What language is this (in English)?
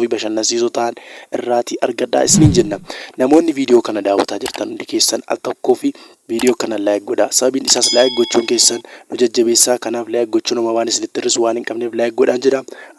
Oromo